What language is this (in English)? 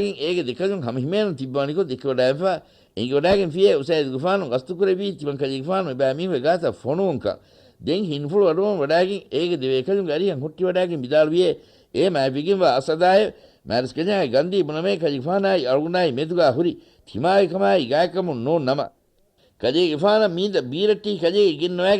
Divehi